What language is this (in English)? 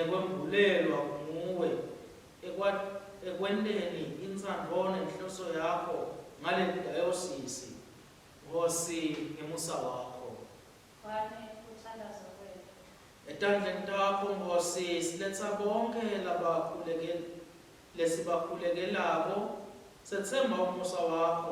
Swati